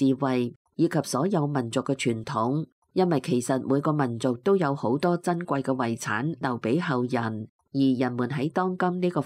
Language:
Cantonese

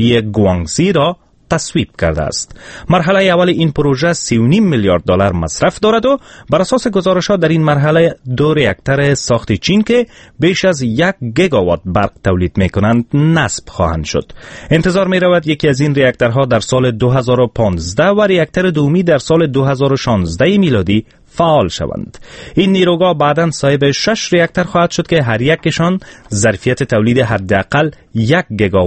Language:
Persian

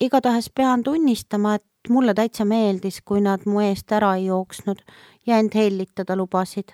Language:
Estonian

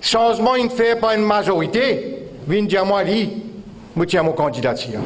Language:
Morisyen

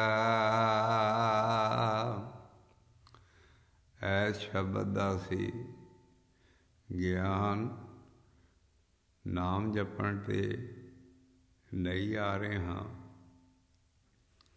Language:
Punjabi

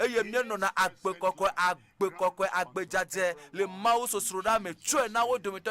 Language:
Ewe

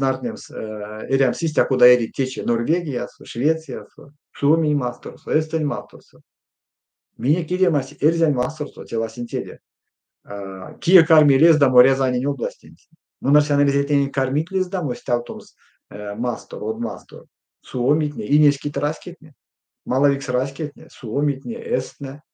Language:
Erzya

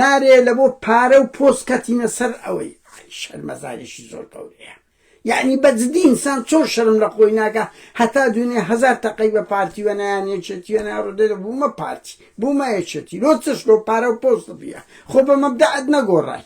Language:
Central Kurdish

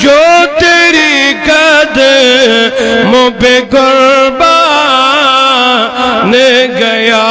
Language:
Kashmiri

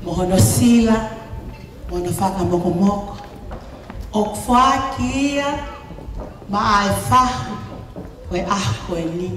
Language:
Tongan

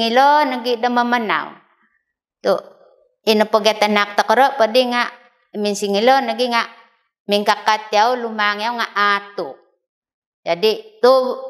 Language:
Central Dusun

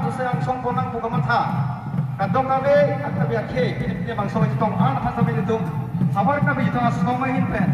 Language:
Karbi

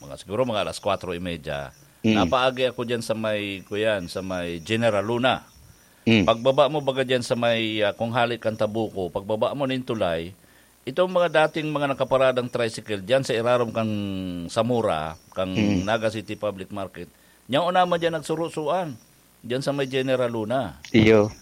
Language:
Bikol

